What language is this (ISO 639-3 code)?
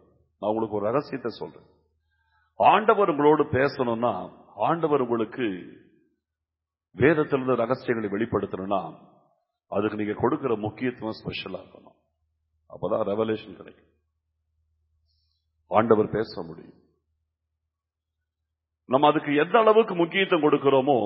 tam